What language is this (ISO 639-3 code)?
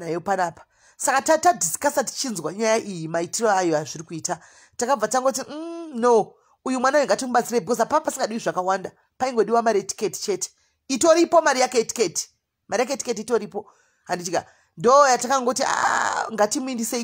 sna